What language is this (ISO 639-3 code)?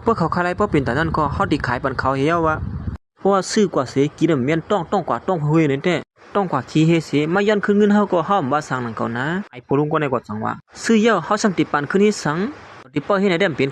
shn